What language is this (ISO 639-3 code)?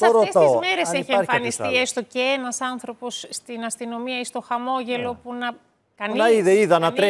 ell